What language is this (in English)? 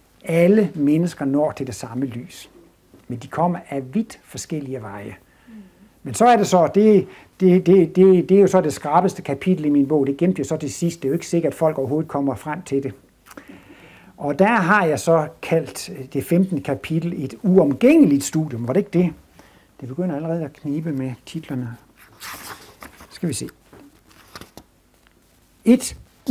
Danish